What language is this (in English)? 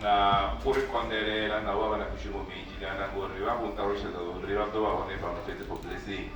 Venda